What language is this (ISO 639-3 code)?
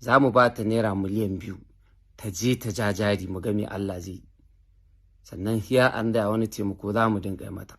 hau